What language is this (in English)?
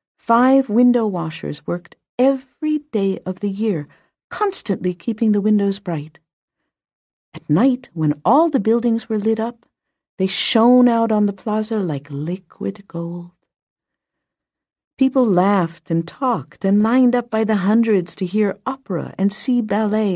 English